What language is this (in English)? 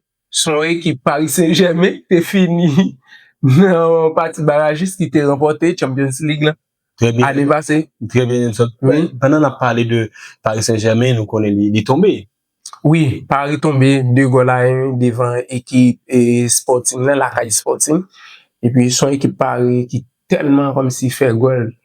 Haitian Creole